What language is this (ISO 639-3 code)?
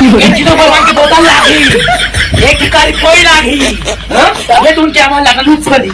hne